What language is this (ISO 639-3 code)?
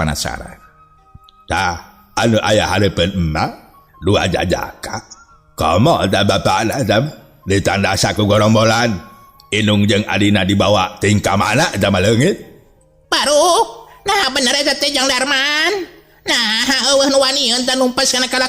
sun